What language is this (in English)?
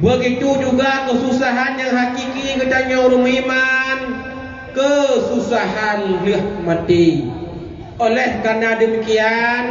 Achinese